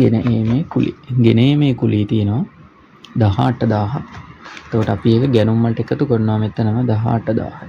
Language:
Sinhala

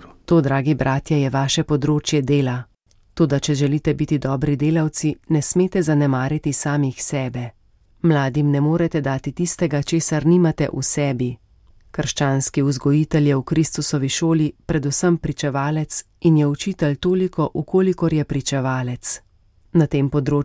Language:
Slovenian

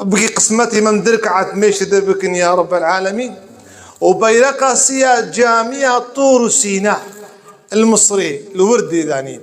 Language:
Kurdish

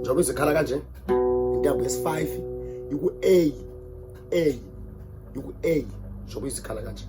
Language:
Zulu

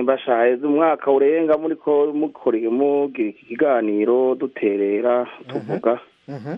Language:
Kinyarwanda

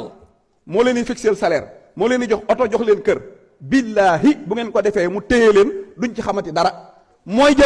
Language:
Wolof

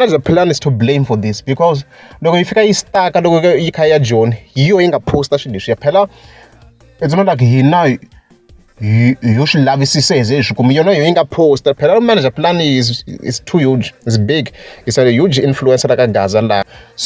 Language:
Tsonga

